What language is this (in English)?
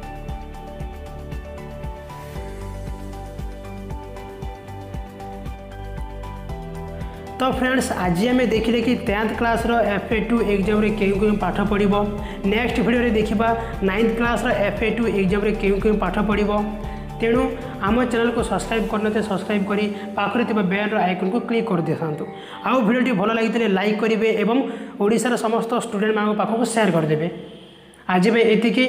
Odia